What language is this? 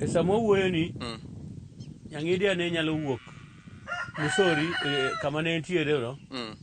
Luo (Kenya and Tanzania)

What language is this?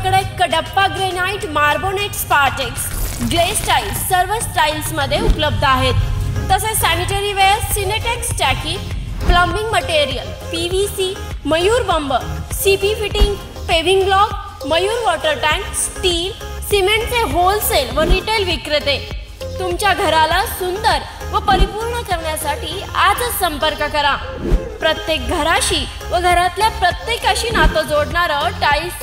Marathi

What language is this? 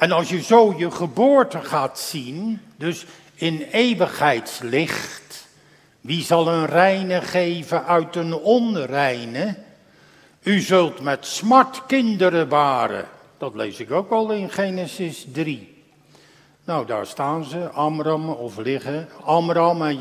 Dutch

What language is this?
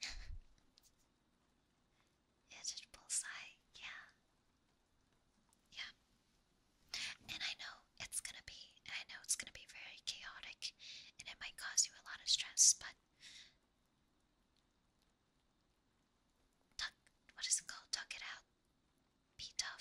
English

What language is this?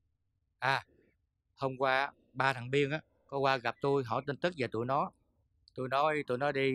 Vietnamese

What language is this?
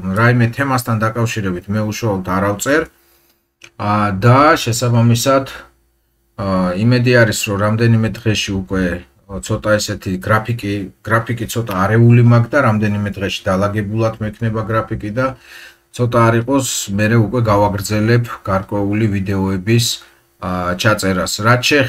Georgian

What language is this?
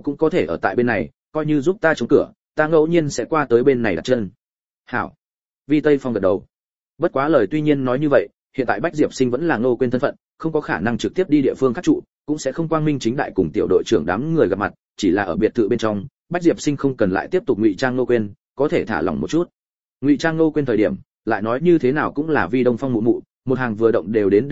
Vietnamese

